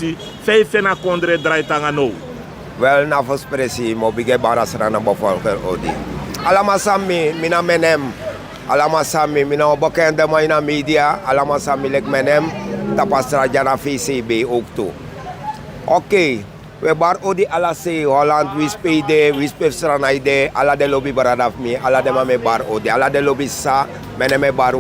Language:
Sranan Tongo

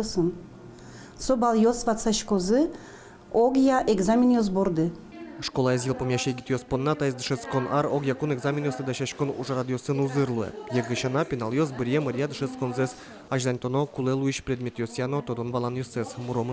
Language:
Udmurt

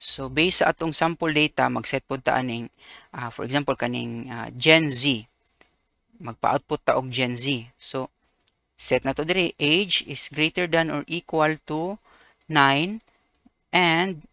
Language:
Cebuano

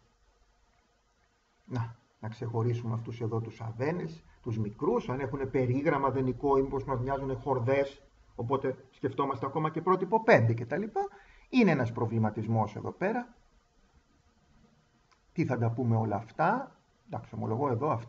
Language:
Greek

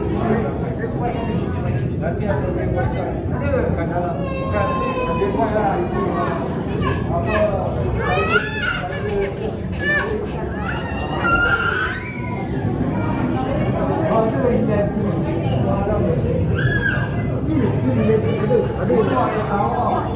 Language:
Malay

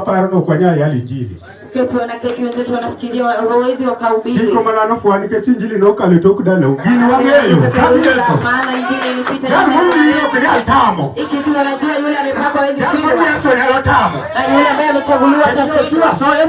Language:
Luo (Kenya and Tanzania)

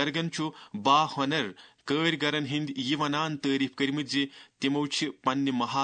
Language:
Kashmiri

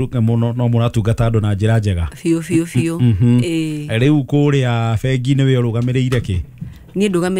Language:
Kikuyu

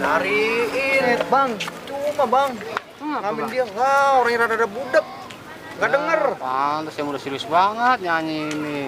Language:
Betawi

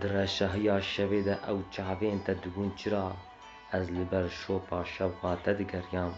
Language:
Kurdish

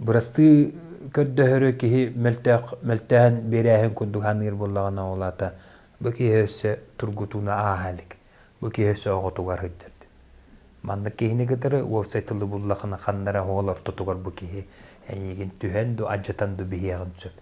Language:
Yakut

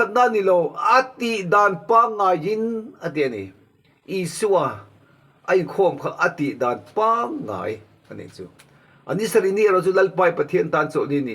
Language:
Mizo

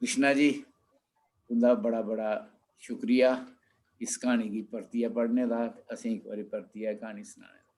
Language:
Dogri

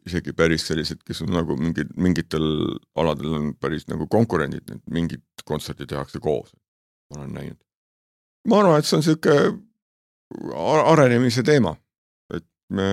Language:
Estonian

